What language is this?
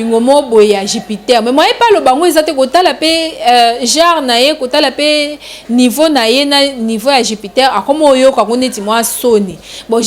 Lingala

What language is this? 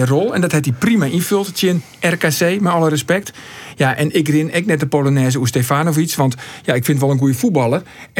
Western Frisian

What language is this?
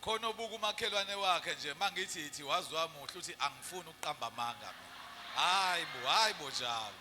Zulu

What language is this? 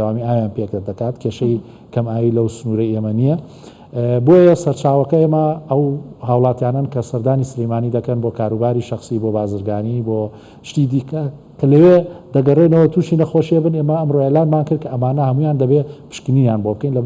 Central Kurdish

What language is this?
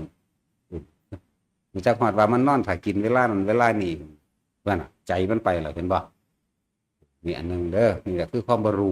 Northeastern Thai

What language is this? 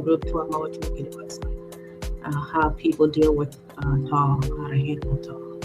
Acoli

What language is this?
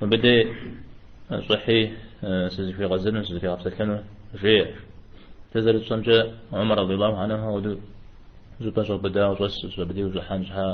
Kabardian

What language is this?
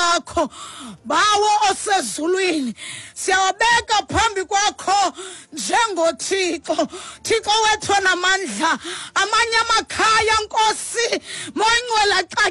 Xhosa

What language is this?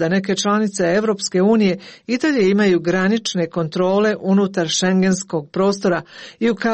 Croatian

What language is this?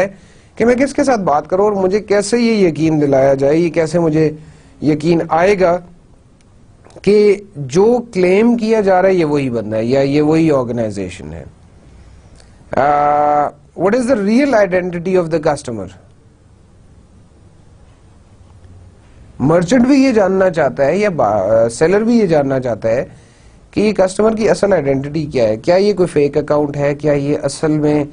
Urdu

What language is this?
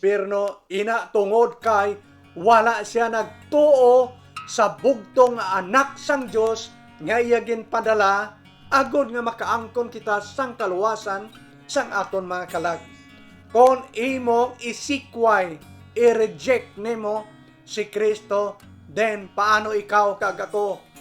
Hiligaynon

